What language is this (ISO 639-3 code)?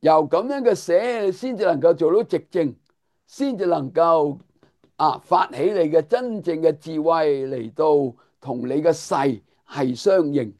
yue